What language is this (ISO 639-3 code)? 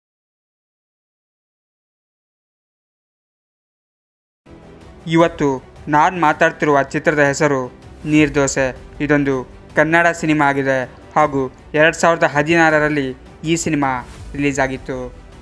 kan